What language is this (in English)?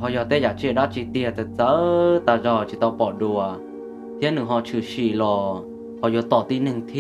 Hmong